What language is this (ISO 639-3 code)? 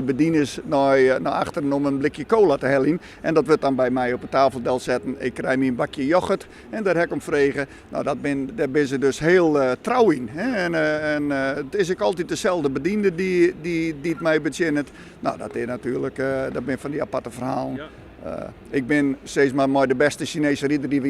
fry